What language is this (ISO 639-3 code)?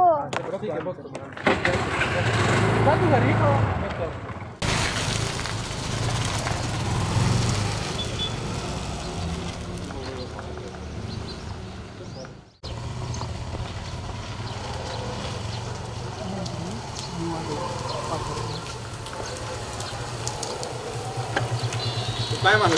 mar